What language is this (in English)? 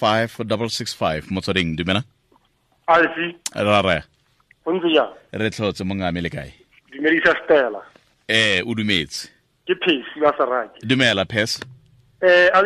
Tswana